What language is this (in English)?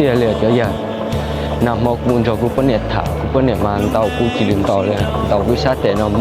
Hmong